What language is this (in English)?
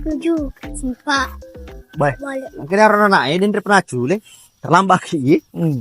Buginese